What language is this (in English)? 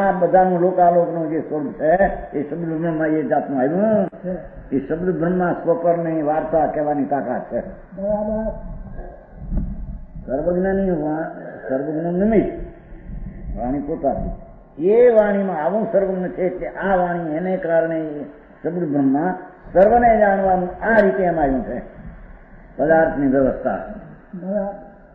Gujarati